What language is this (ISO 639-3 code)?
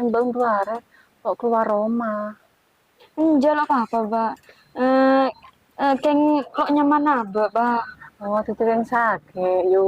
mad